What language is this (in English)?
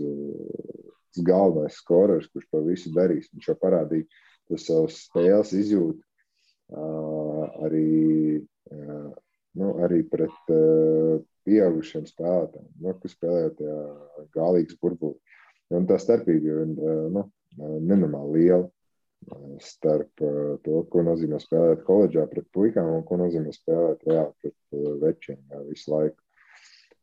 Latvian